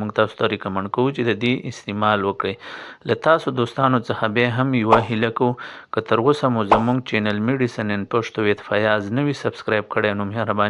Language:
Pashto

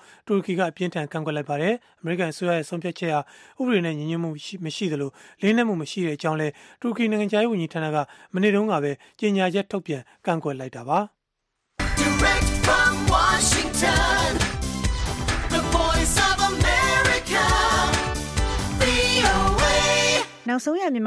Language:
Burmese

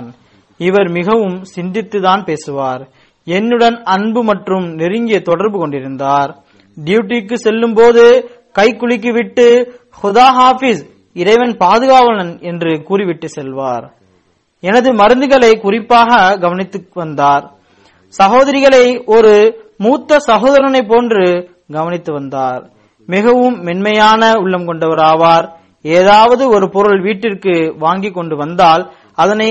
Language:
Tamil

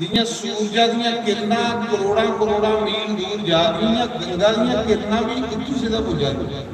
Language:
Dogri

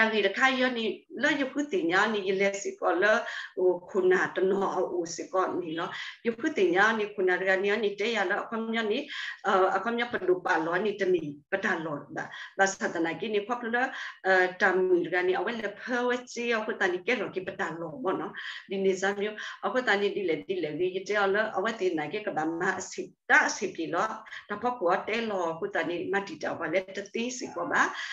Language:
S'gaw Karen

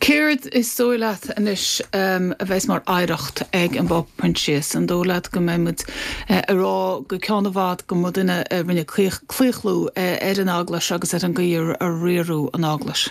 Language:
Irish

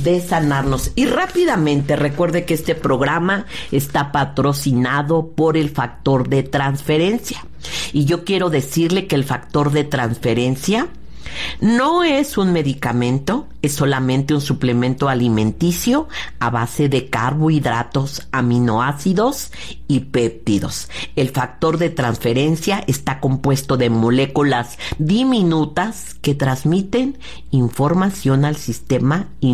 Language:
Spanish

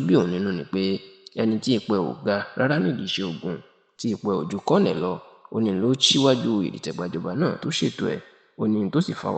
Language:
Yoruba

